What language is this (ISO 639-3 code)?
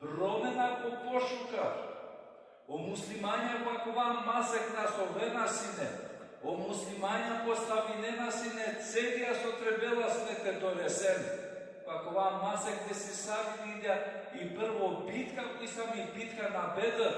rmn